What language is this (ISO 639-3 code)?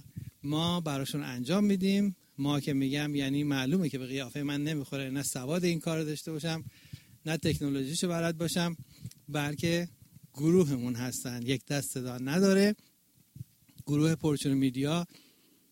fas